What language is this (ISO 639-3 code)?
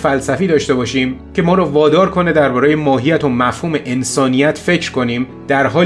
fas